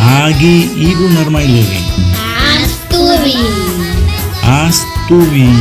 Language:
San Blas Kuna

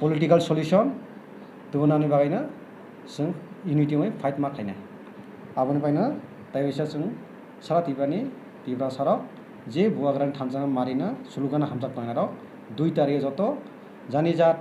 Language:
Kok Borok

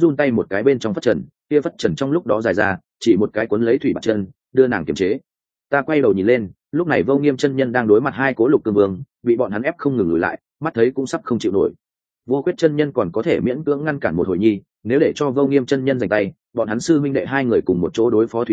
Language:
Vietnamese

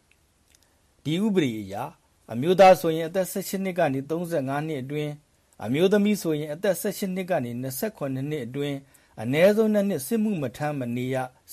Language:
Burmese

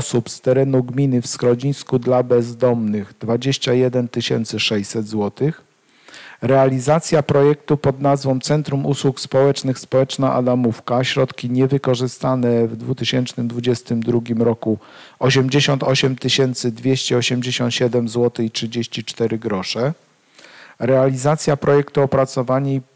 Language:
Polish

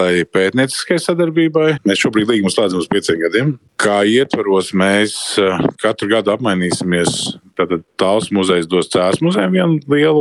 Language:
Latvian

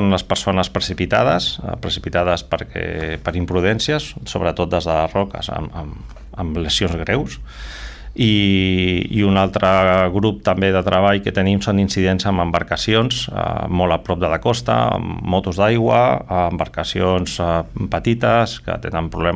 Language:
Catalan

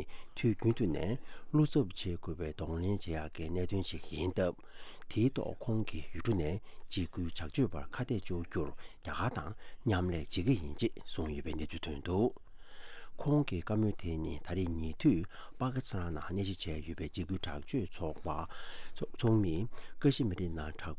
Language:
Tibetan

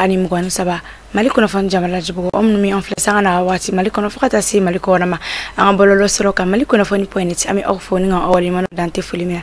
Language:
Bambara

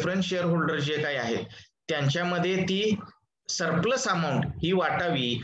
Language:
Marathi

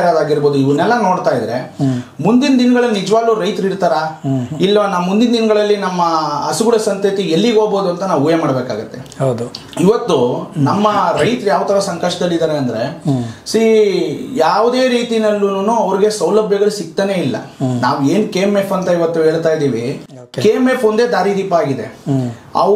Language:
Kannada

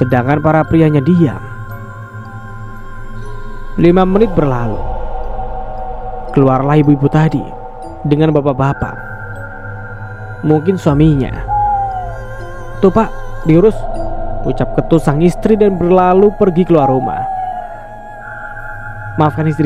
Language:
Indonesian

